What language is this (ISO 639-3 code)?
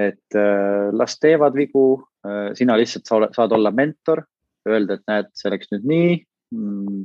est